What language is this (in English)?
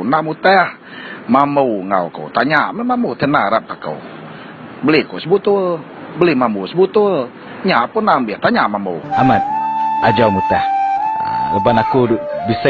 Iban